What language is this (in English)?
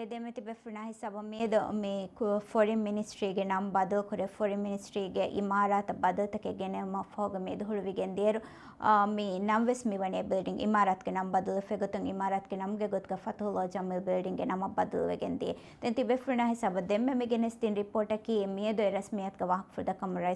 Divehi